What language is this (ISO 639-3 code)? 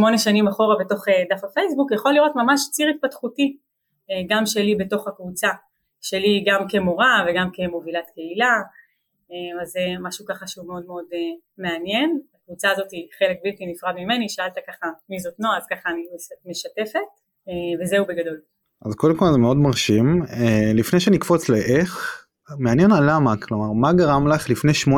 heb